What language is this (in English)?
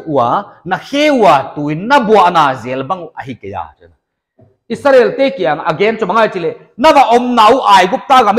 Paite Chin